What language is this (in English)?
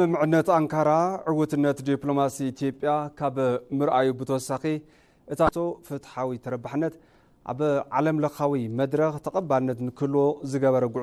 Tigrinya